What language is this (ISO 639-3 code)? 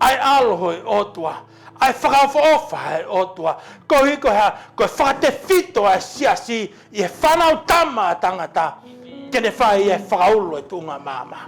ton